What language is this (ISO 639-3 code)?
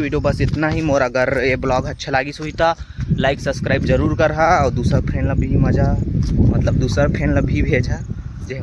hne